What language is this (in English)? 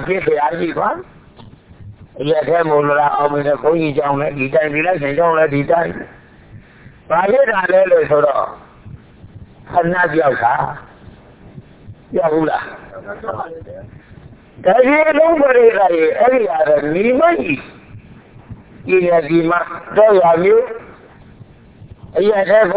Burmese